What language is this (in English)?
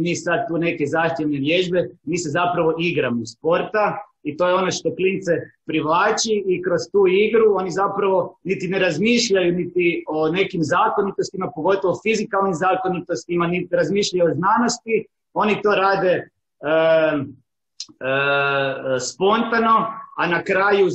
Croatian